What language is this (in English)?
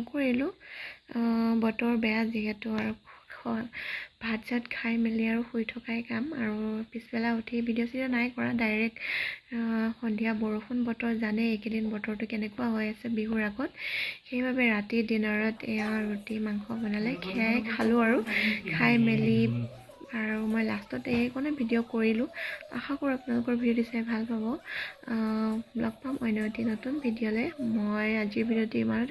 Assamese